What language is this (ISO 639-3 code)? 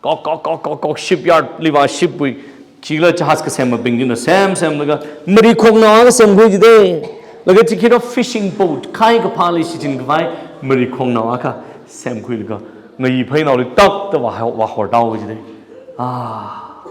nmf